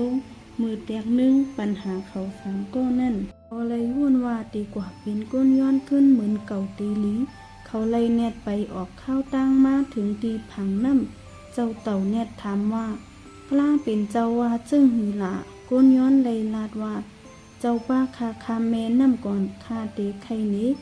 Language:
Shan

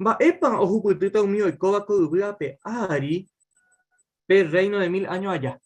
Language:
Guarani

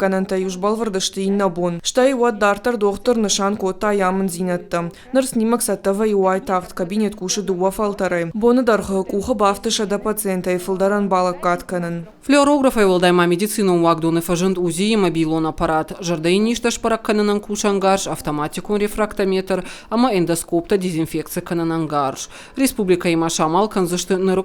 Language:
Ossetic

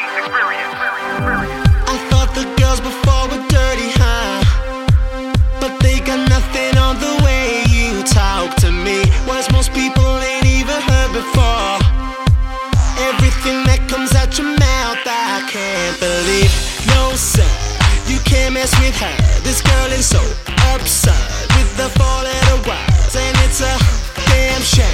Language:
English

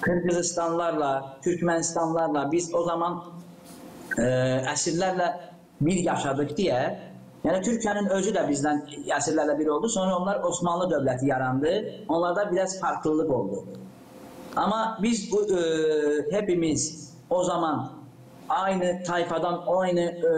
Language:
Gagauz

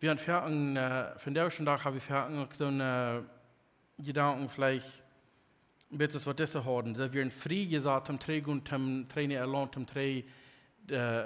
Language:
Plautdietsch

